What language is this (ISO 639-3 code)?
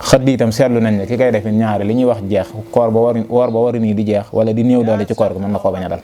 wol